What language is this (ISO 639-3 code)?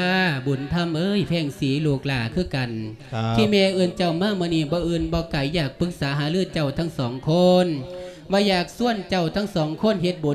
lao